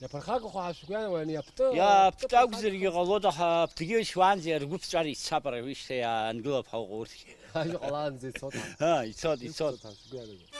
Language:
Abkhazian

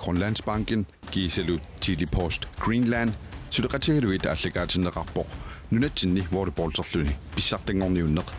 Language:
Kalaallisut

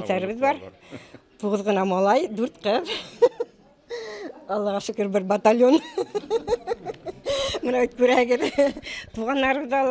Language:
Bashkir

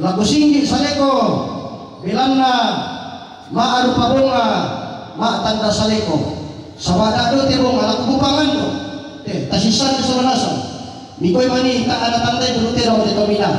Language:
Toraja-Sa'dan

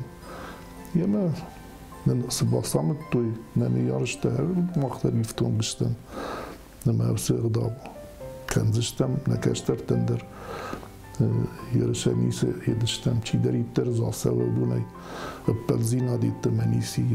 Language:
Ossetic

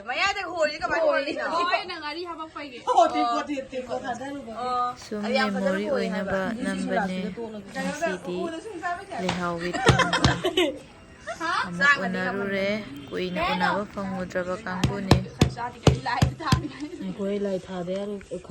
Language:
Manipuri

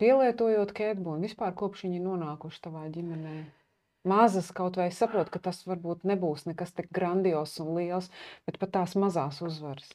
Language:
Latvian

